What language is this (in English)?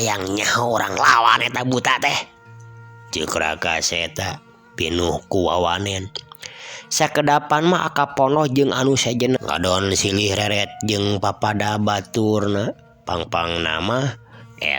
Sundanese